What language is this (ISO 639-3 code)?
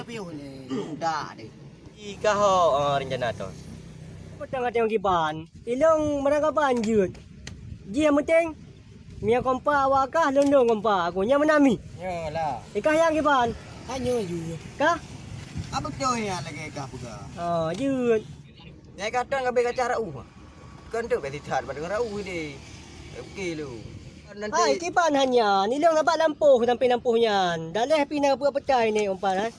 ace